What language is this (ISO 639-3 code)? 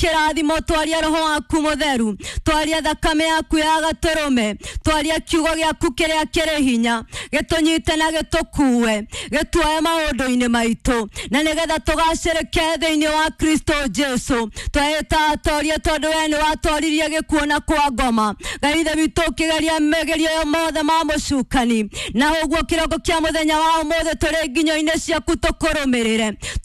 kik